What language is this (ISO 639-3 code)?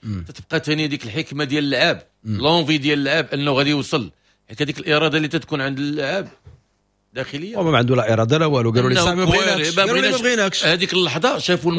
ary